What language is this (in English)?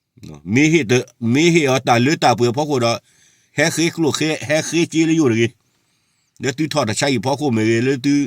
S'gaw Karen